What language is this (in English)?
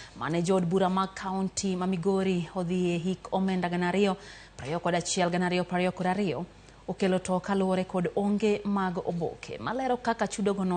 Luo (Kenya and Tanzania)